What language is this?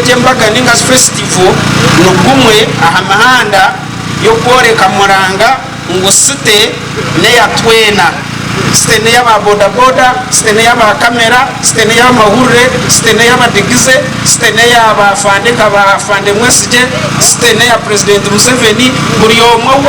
Nyankole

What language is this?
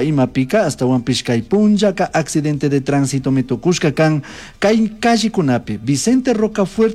Chimborazo Highland Quichua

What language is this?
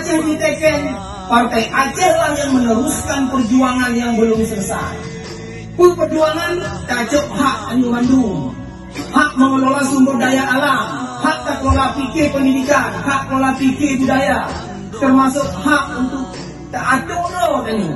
Achinese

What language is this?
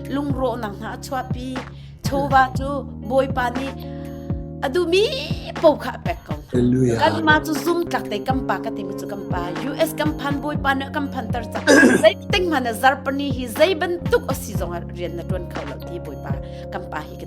Hakha Chin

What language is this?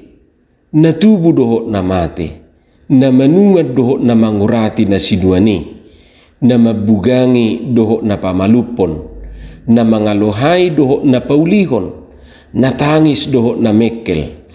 Batak Toba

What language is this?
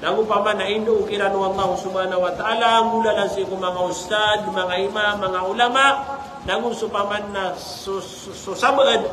Maranao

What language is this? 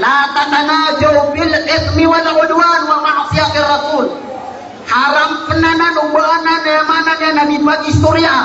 Maranao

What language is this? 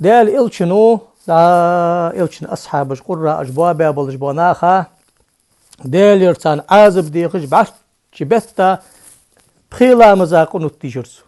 Ingush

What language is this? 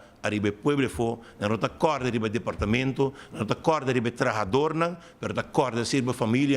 Papiamento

